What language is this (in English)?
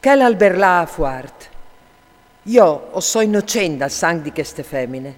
Friulian